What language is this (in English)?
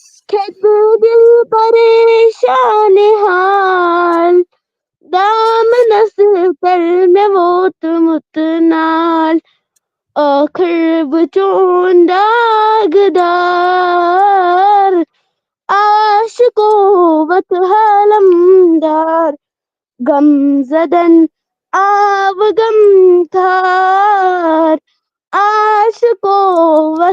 Kashmiri